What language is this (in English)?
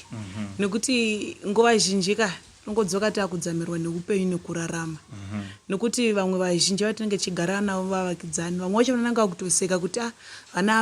Shona